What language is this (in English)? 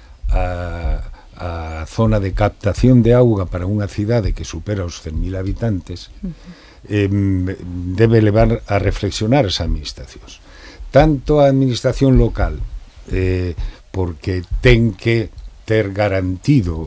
Galician